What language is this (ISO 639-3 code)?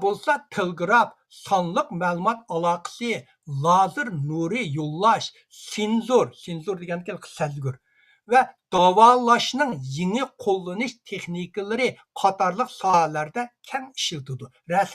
uig